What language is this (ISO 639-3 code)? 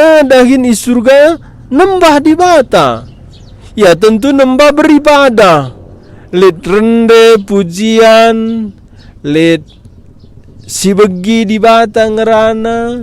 btx